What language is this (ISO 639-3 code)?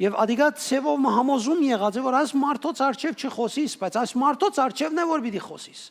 hyw